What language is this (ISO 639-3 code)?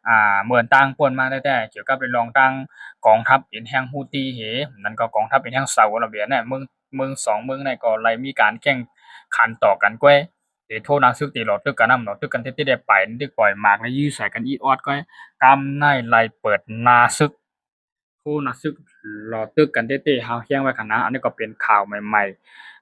shn